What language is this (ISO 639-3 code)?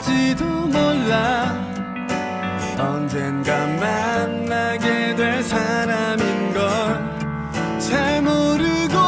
kor